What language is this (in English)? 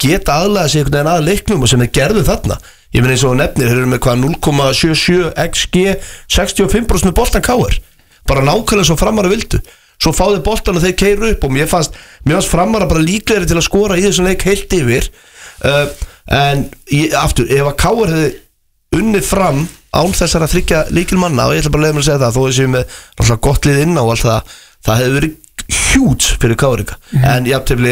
Icelandic